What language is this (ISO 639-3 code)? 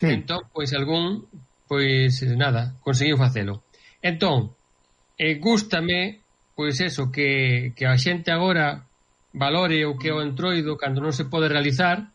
glg